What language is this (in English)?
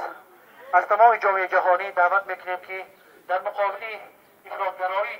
Tajik